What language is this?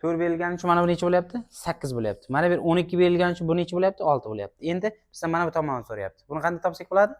Uzbek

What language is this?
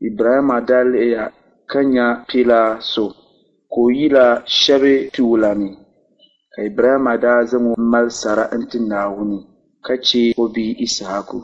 Dagbani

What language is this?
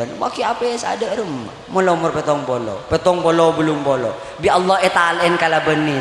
Madurese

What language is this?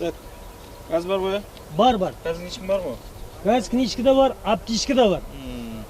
Kara-Kalpak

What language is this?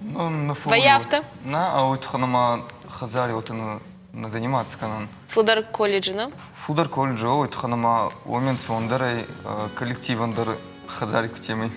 Ossetic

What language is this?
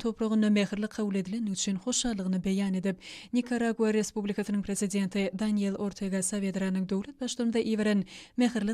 Turkmen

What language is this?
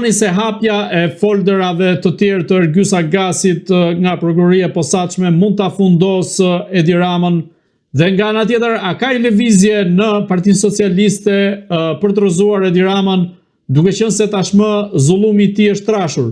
Albanian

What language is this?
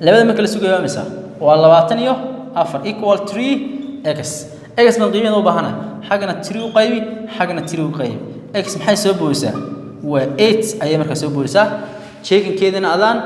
Somali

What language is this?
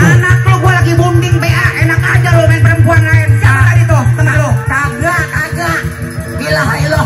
Betawi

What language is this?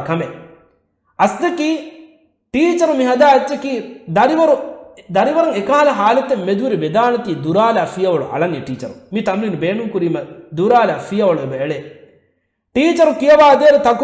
Divehi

